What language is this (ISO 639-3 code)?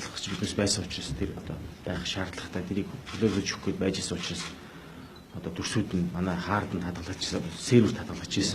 mon